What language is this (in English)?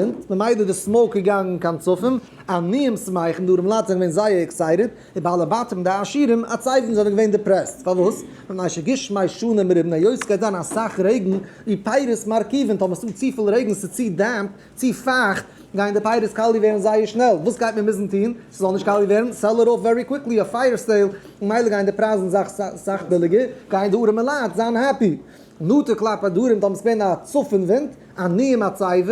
Yiddish